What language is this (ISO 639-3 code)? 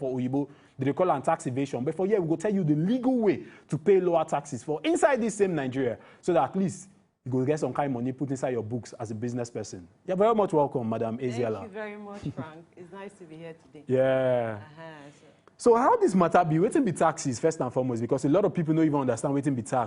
pcm